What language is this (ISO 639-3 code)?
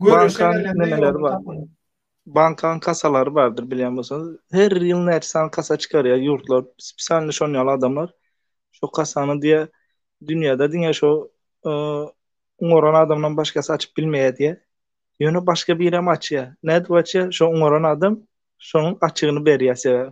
tuk